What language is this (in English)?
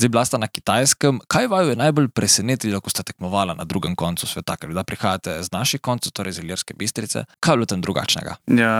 Slovenian